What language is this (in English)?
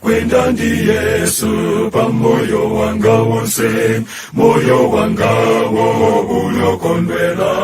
Nyanja